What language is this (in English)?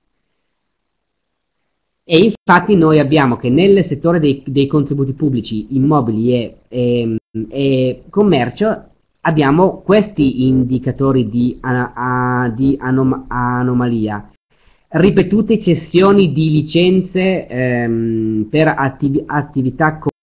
Italian